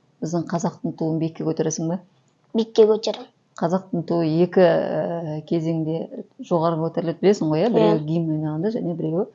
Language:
Kazakh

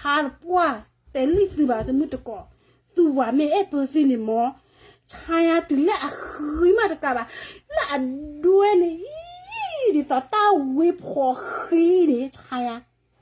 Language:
S'gaw Karen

